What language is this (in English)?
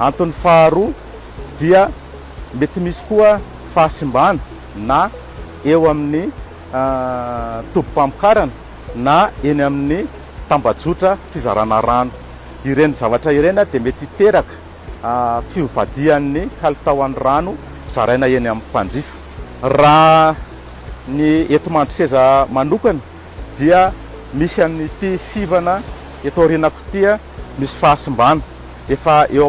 Malagasy